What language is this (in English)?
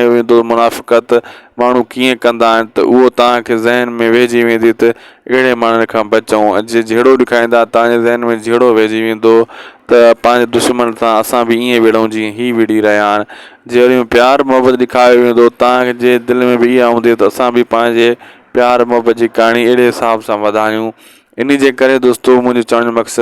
Sindhi